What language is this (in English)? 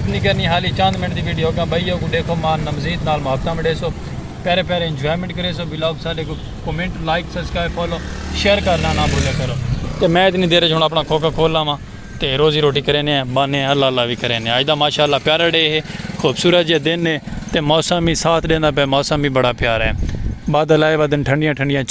Saraiki